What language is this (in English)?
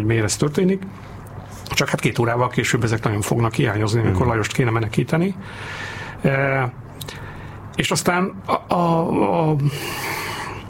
Hungarian